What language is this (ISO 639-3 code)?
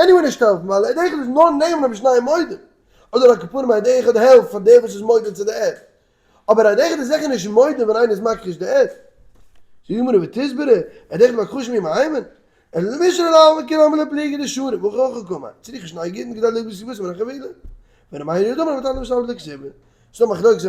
yid